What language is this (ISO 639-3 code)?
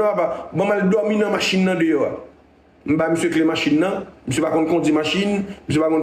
hat